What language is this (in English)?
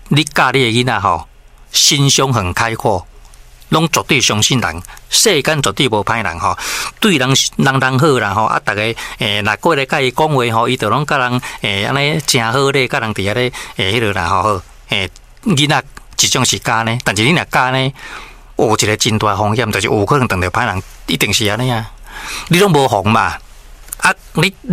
Min Nan Chinese